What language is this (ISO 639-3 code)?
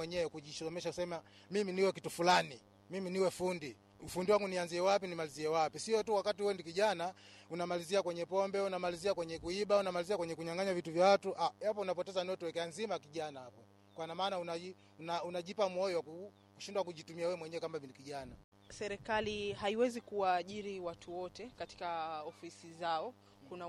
swa